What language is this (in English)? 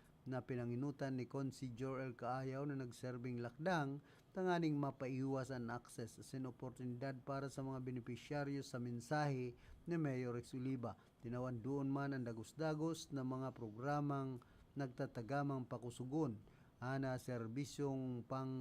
Bikol